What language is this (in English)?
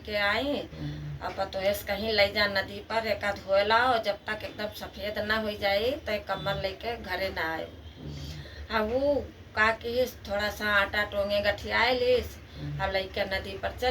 Awadhi